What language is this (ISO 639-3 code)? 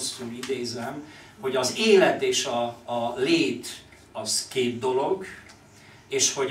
hun